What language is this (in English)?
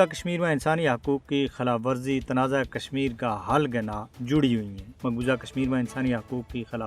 Gujari